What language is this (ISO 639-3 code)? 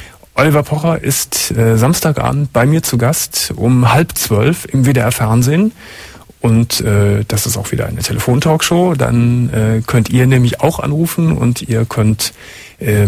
deu